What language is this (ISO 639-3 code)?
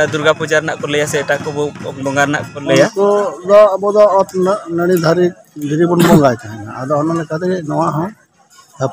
sat